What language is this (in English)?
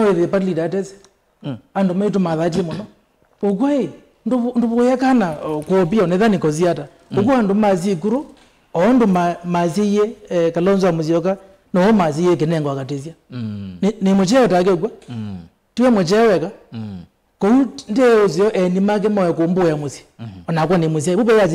Kamba